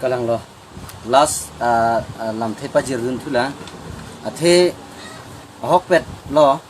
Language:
Karbi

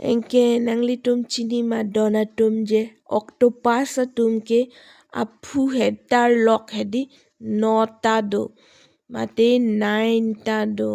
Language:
Karbi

